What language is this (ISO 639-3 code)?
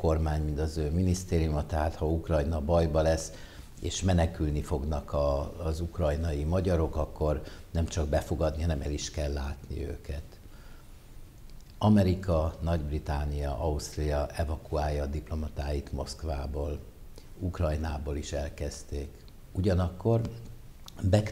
hun